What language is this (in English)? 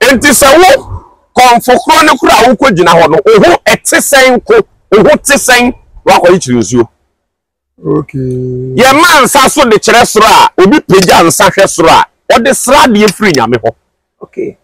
Akan